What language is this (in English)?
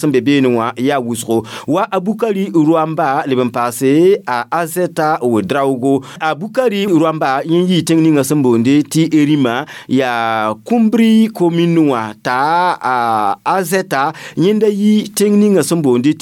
Mossi